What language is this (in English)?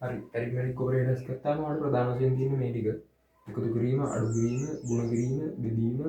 Sinhala